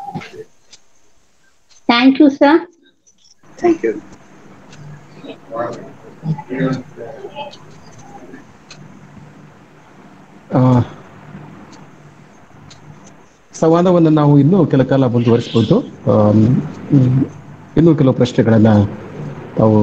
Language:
Kannada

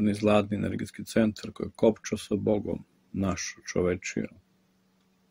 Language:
Serbian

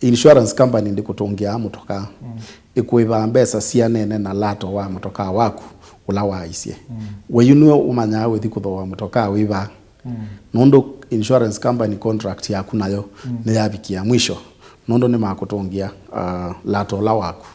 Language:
Kamba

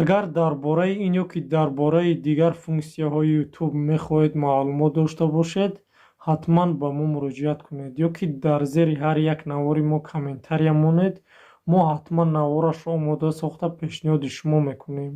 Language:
Tajik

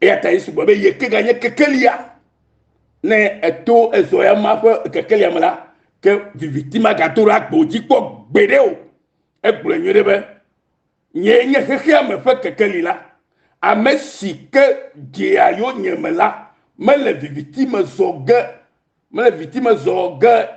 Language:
Ewe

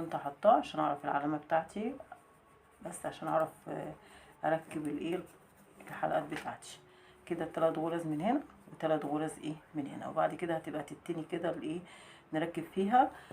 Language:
Egyptian Arabic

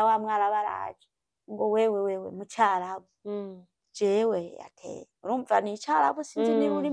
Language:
Rundi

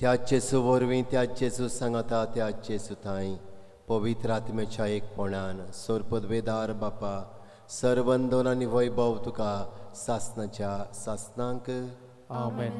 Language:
Konkani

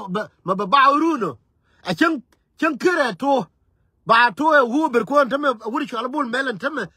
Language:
Nuer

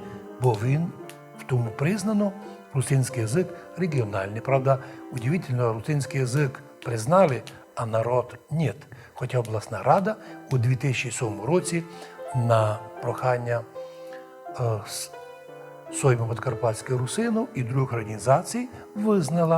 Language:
Rusyn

